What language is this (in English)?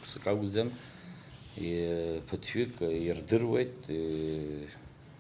Abkhazian